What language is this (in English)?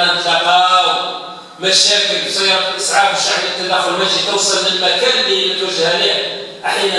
Algerian Arabic